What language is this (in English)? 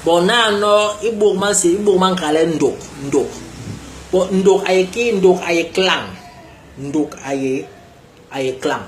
Basaa